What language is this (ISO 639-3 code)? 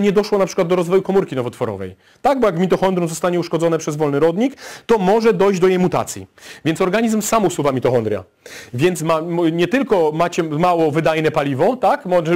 pol